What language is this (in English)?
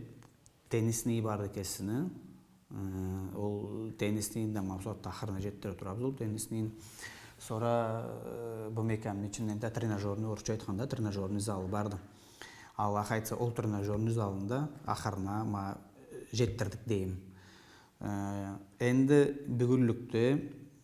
Karachay-Balkar